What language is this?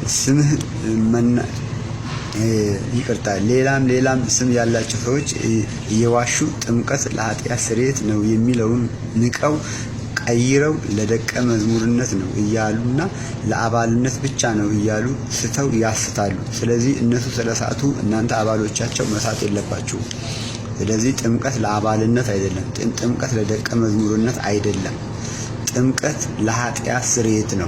Amharic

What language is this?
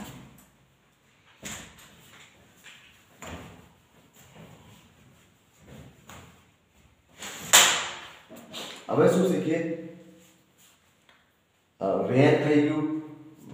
Gujarati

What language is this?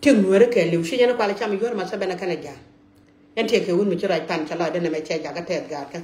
Nuer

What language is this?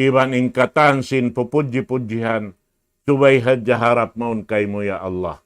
Tausug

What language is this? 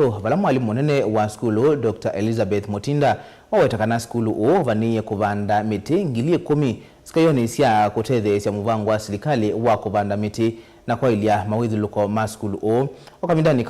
Kamba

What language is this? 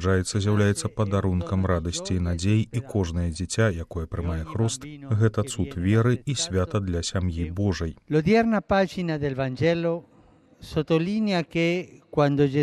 Belarusian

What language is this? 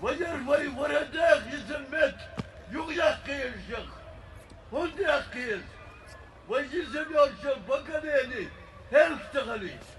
Chechen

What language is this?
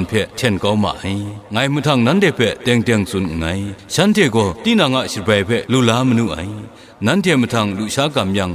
Kachin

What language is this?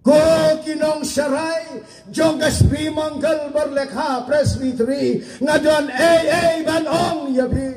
Khasi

